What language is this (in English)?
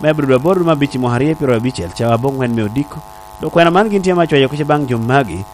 Lango (Uganda)